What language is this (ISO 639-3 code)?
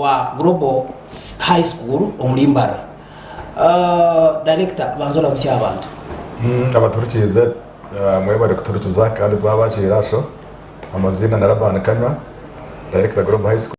nyn